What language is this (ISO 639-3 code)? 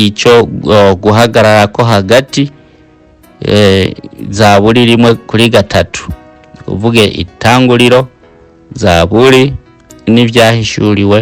run